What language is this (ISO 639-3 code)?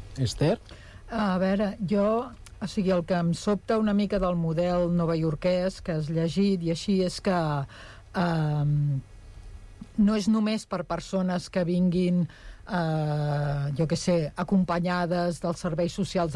cat